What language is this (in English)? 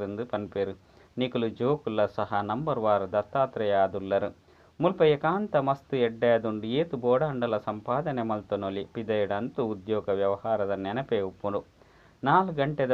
Tulu